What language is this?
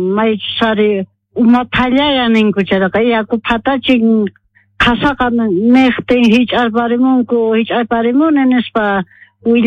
South Bolivian Quechua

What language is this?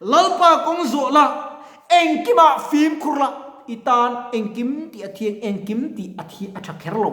Mizo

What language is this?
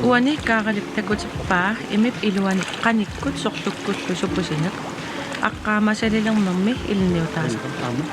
Kalaallisut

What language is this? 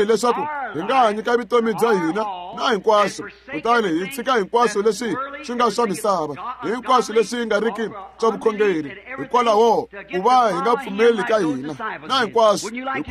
Tsonga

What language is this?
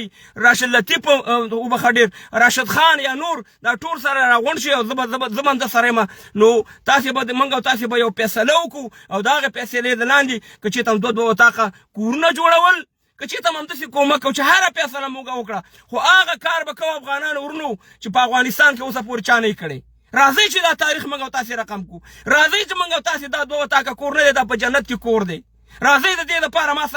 Pashto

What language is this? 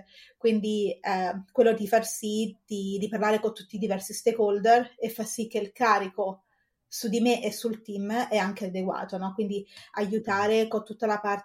Italian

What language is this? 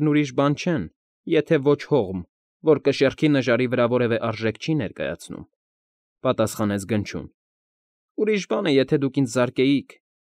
Armenian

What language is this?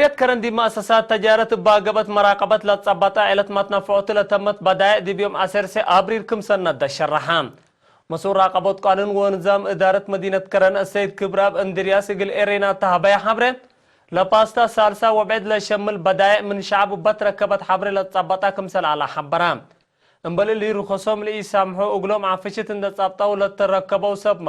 Tigre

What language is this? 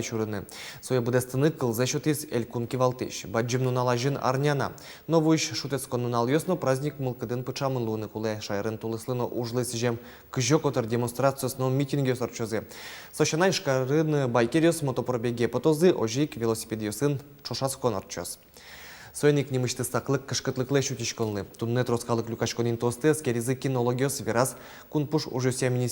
Udmurt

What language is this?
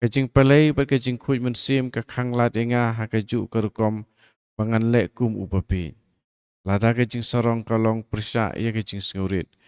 Khasi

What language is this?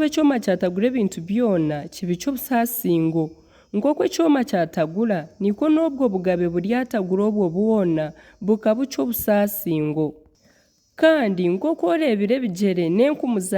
Nyankole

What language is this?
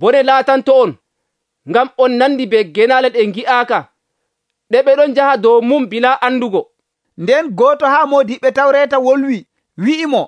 Nigerian Fulfulde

